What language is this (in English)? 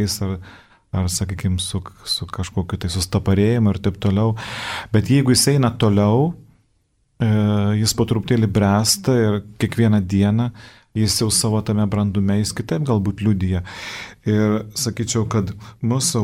Lithuanian